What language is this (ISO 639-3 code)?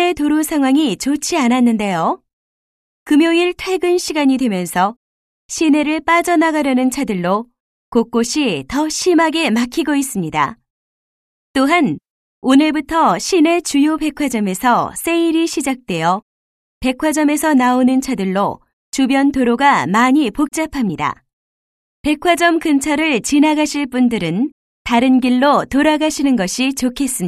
kor